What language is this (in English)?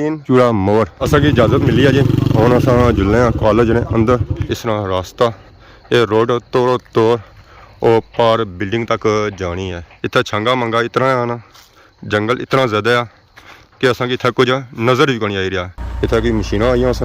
Pahari-Potwari